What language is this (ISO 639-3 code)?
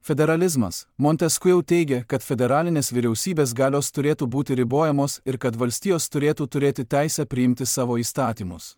lit